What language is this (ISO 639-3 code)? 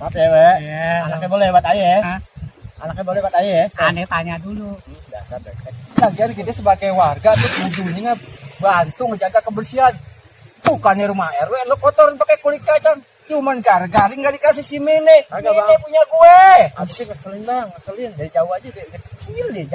bew